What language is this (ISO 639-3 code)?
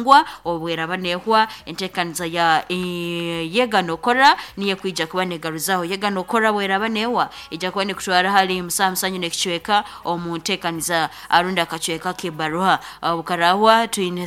nyn